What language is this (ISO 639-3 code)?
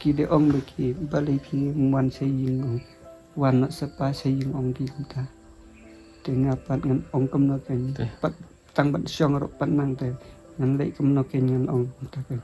kha